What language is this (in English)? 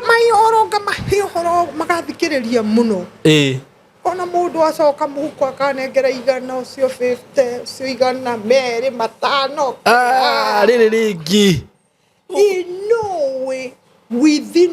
Kikuyu